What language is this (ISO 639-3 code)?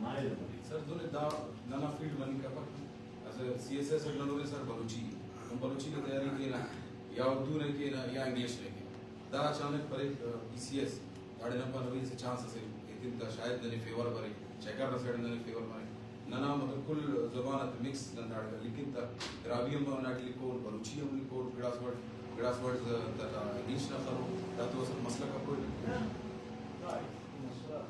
brh